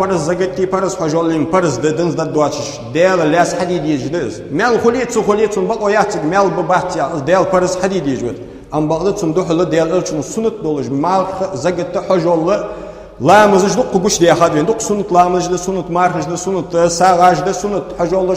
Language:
Ingush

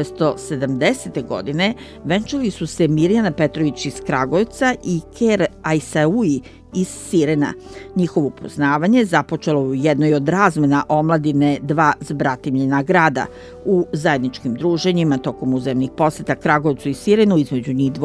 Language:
Serbian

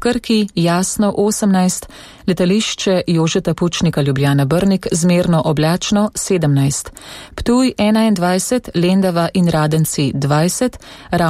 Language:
Slovenian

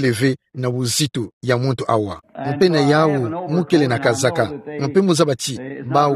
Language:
Kituba (Democratic Republic of Congo)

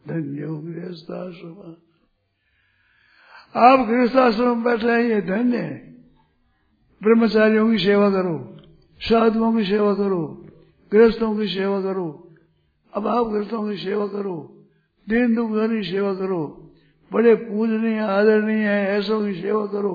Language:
Hindi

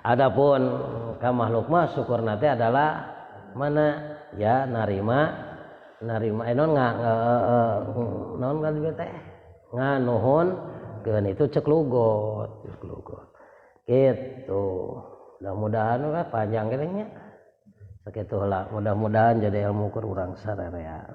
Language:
Sundanese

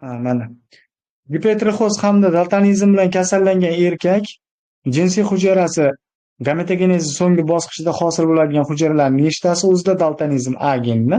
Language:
Uzbek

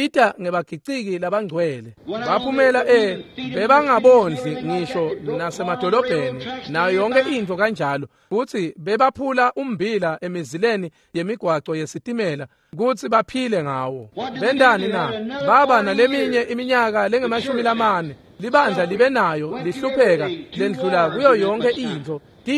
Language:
Swati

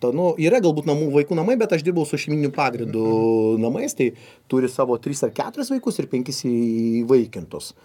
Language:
Lithuanian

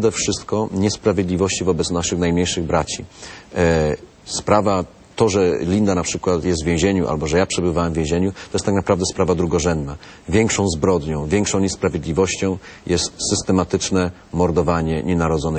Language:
Polish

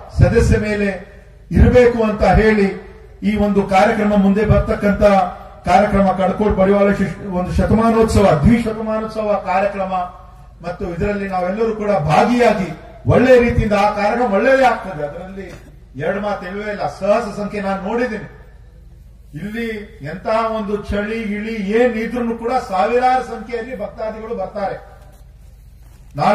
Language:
Kannada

